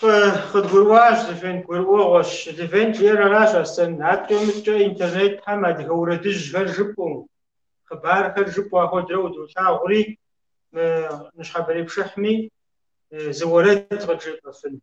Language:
Kabardian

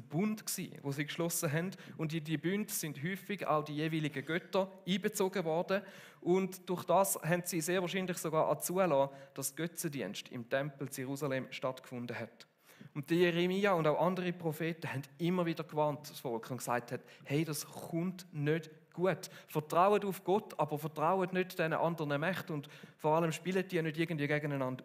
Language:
Swiss German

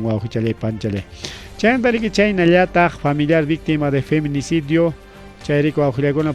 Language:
Ayacucho Quechua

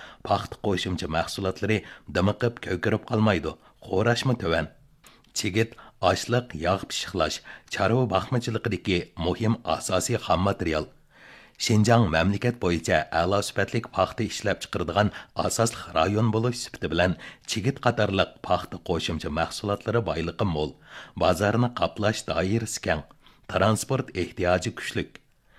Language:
Uyghur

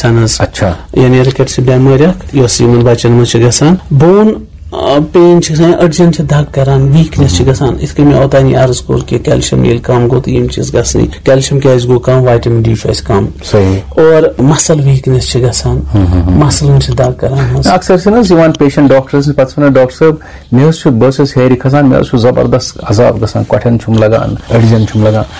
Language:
Kashmiri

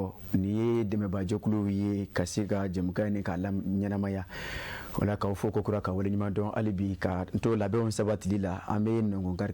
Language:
Bambara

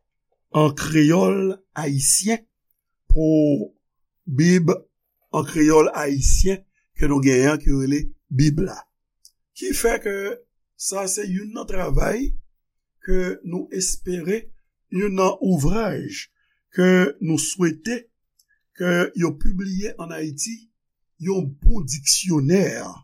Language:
Haitian Creole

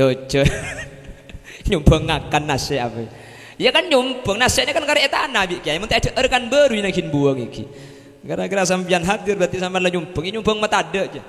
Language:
Madurese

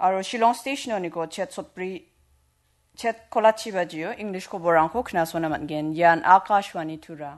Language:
Garo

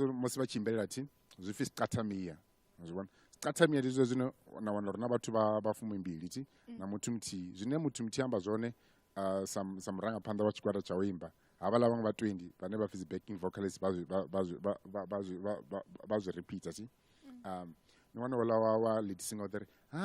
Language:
Venda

